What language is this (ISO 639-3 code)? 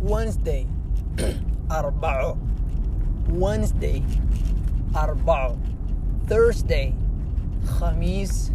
eng